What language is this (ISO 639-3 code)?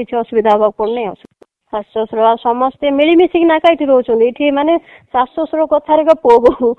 ori